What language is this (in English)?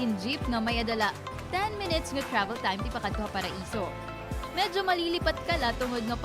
Waray